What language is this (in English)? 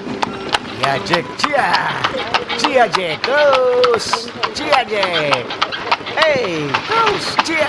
Manado Malay